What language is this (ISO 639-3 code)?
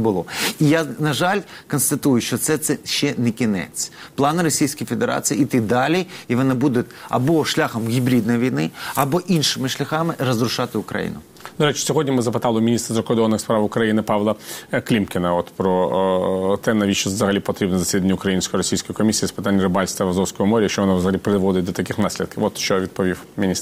ukr